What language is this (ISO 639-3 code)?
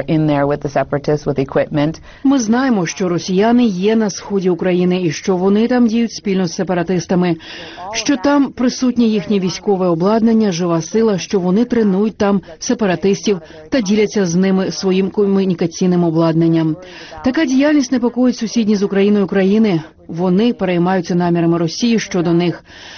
ukr